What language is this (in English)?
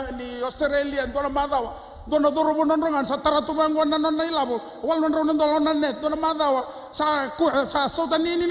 Fijian